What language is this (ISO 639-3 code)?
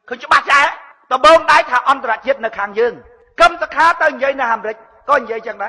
khm